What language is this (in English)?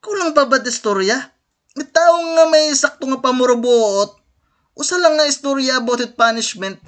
Waray